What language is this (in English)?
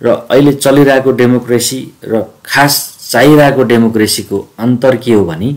Nepali